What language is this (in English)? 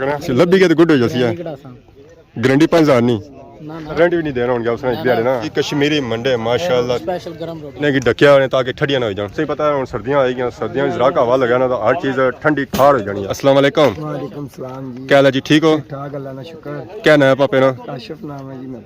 Pahari-Potwari